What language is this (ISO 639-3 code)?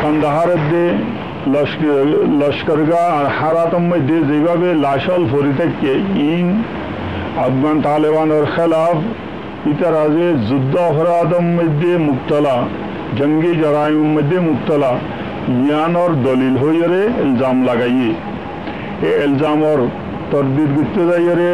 rhg